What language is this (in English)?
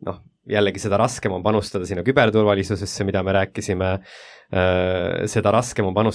Estonian